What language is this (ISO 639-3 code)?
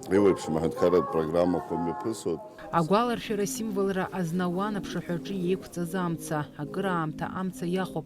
abk